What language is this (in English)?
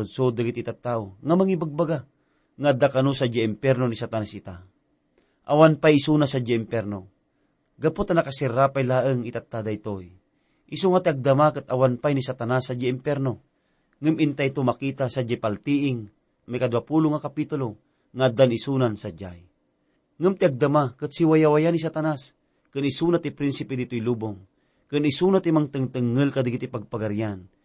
Iloko